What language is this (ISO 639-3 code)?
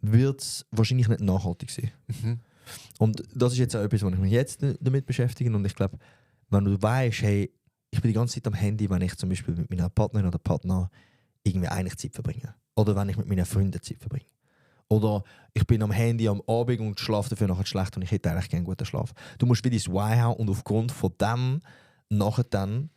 gsw